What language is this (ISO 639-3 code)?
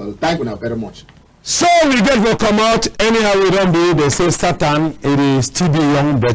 wes